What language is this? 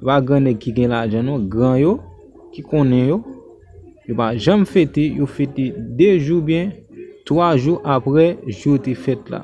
Haitian Creole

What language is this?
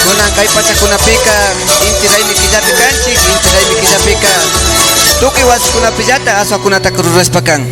Imbabura Highland Quichua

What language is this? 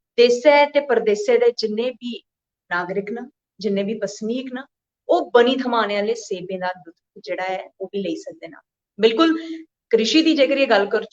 Dogri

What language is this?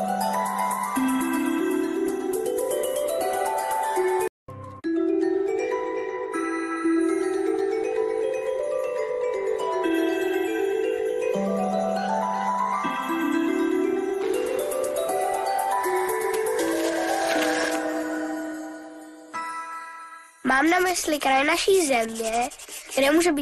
Czech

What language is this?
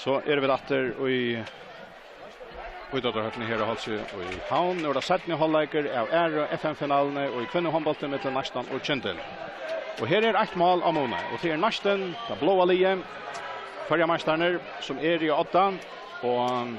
Faroese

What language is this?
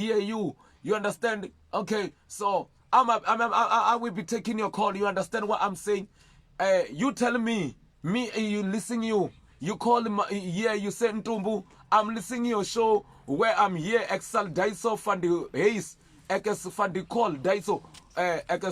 Venda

